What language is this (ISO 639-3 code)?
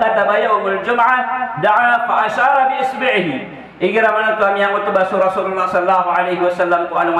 mrw